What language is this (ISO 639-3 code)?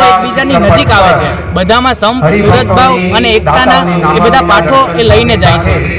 guj